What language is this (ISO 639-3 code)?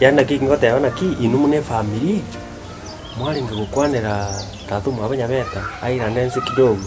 guz